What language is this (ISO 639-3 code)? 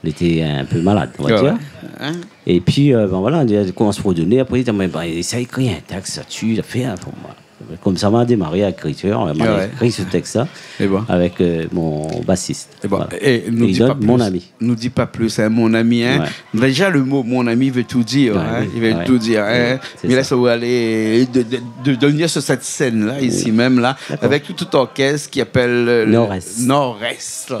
rcf